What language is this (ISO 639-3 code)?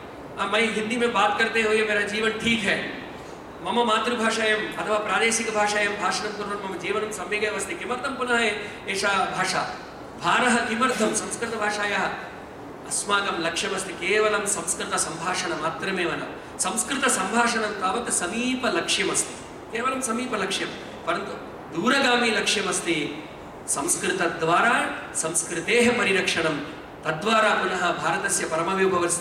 san